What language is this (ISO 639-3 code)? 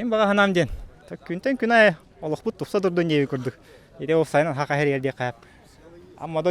sah